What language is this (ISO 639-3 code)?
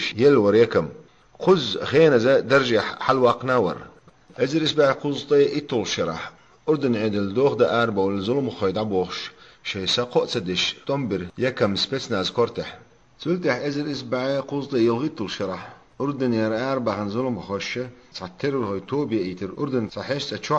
che